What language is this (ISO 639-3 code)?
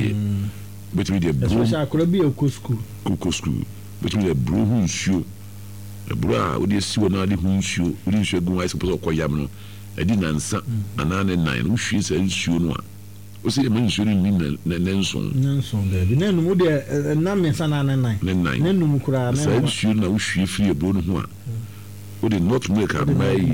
aka